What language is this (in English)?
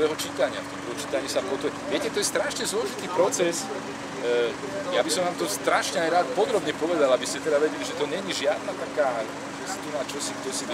Slovak